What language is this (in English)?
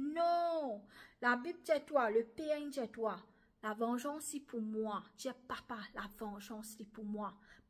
Morisyen